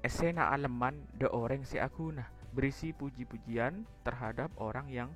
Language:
Madurese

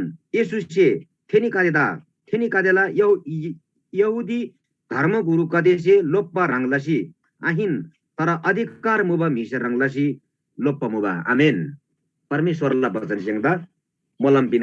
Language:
Eastern Tamang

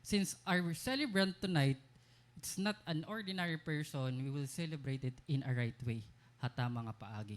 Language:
Waray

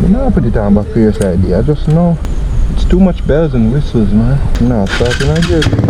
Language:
Jamaican Creole English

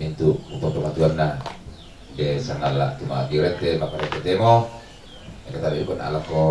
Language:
Toraja-Sa'dan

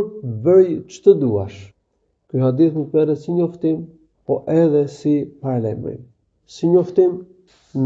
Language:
Albanian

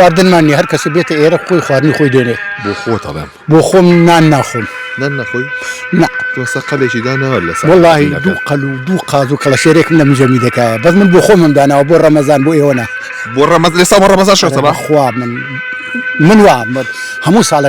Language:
Central Kurdish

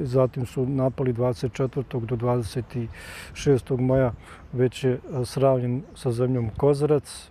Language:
Bosnian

